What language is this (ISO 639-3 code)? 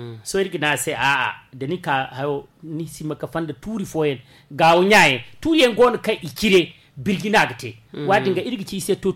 dje